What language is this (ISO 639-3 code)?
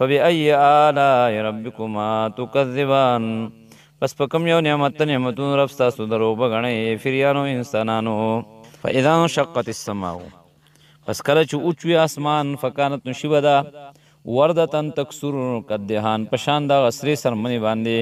pus